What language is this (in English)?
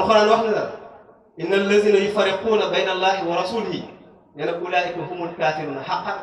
Wolof